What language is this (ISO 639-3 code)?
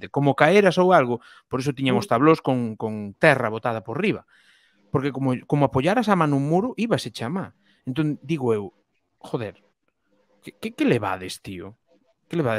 glg